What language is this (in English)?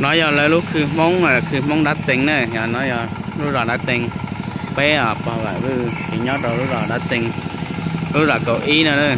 Hmong